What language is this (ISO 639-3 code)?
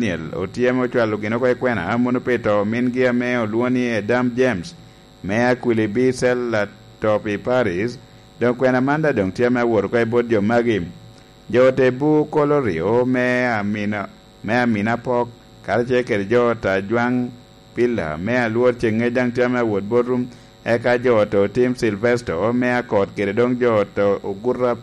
laj